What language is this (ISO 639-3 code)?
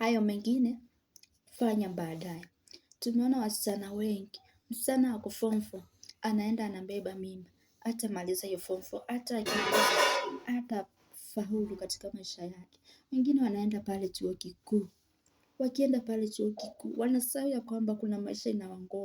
swa